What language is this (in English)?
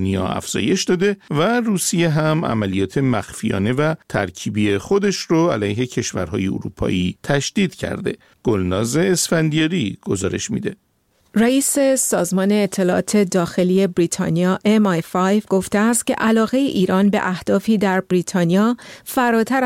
Persian